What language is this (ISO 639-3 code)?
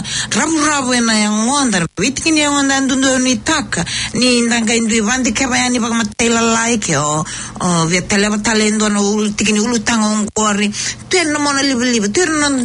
fij